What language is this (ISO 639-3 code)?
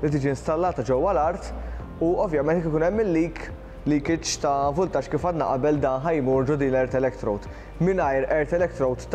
mlt